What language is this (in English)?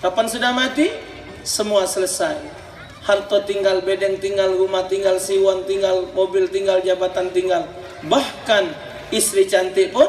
Musi